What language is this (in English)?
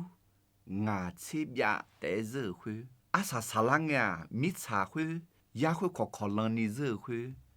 Akha